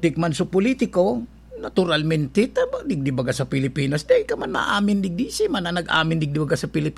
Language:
Bikol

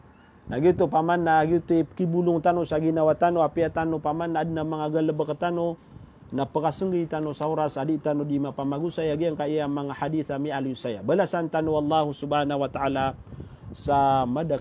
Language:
Maranao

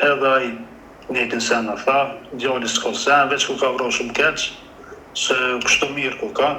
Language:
Albanian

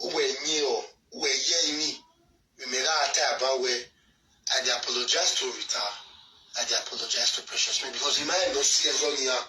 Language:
Nigerian Pidgin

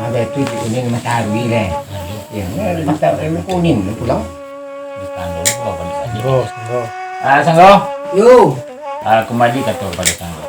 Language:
Minangkabau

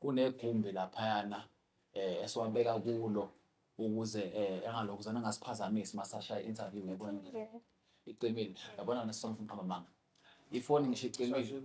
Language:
Zulu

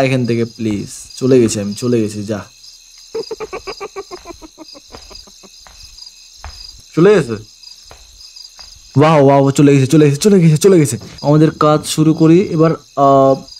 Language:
Bangla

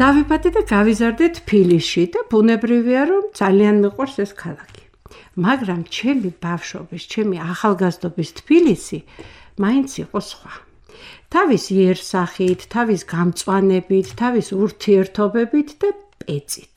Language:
Georgian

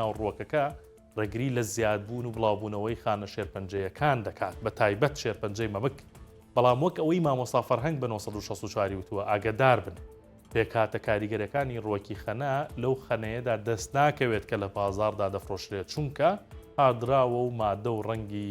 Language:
Central Kurdish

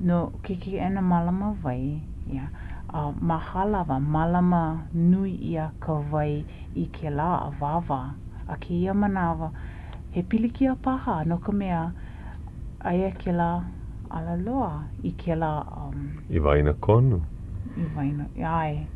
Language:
Hawaiian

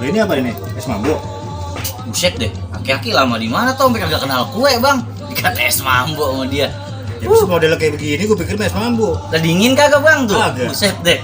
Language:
Betawi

